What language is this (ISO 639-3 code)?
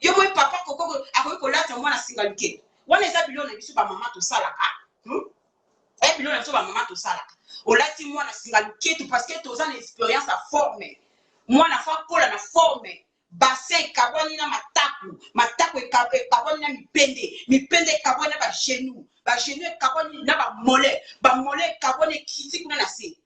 lin